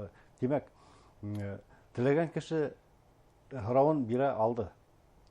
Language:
Bashkir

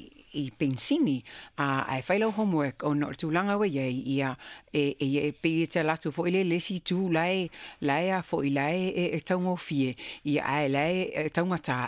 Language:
Samoan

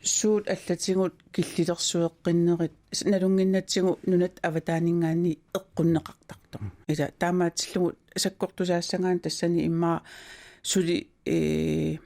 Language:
Kalaallisut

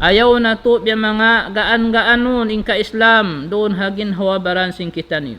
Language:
Tausug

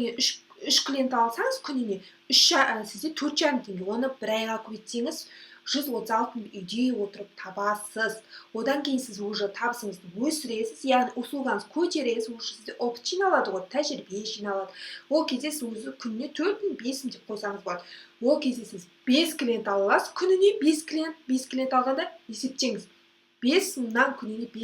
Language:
Kazakh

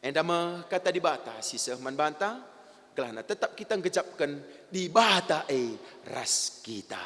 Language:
Batak Karo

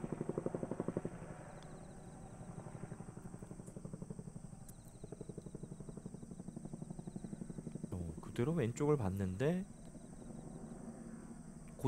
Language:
Korean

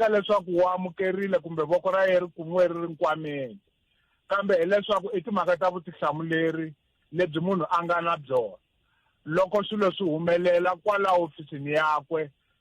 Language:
Tsonga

